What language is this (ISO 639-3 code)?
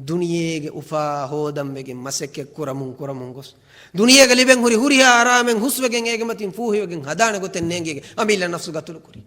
div